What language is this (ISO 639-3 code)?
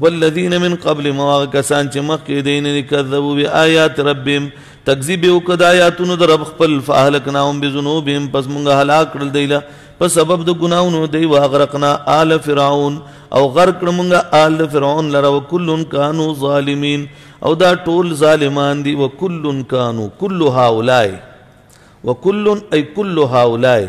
pus